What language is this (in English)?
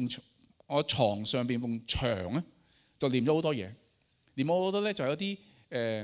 Cantonese